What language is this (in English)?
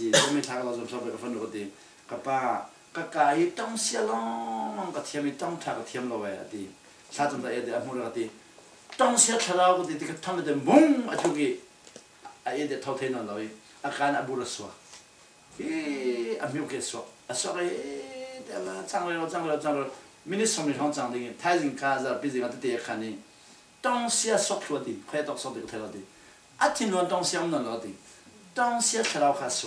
Falam Chin